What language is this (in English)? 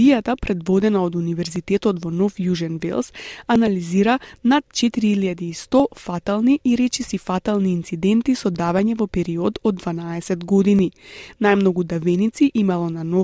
Macedonian